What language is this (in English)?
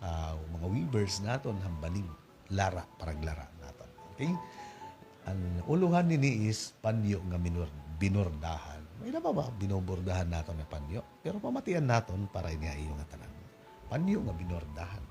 Waray